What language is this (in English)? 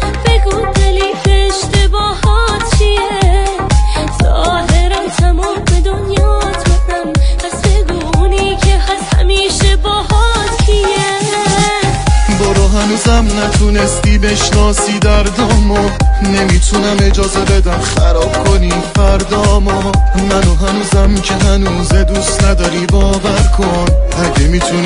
Persian